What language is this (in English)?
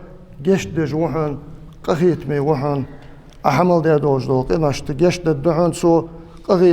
Ingush